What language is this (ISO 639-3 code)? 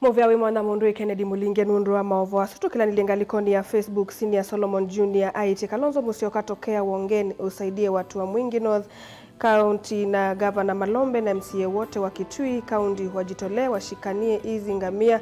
kam